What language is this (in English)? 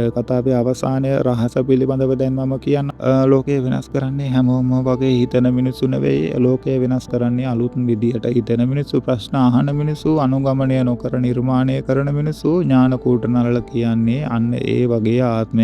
Sinhala